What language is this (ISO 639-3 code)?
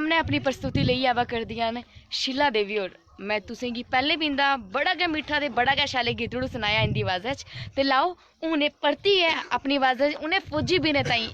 doi